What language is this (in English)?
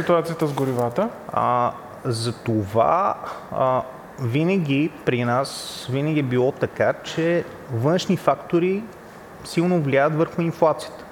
Bulgarian